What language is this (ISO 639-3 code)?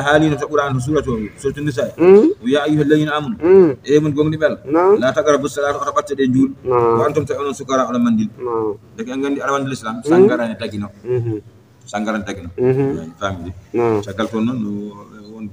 ful